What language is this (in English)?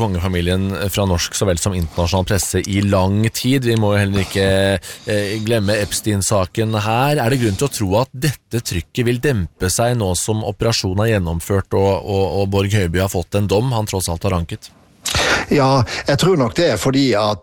Norwegian